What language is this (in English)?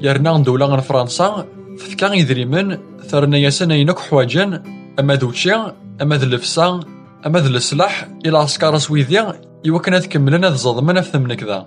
Kabyle